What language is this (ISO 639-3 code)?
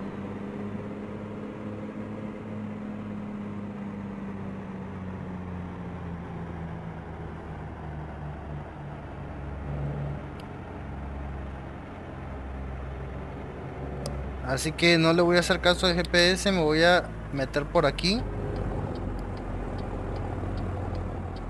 spa